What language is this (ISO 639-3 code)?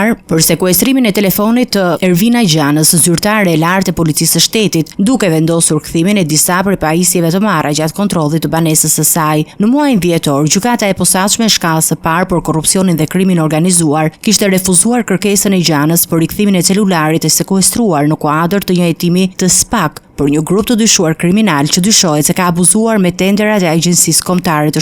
sqi